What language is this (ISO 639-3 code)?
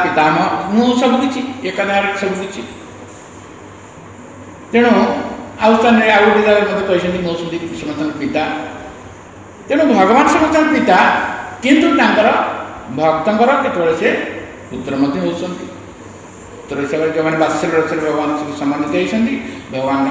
ori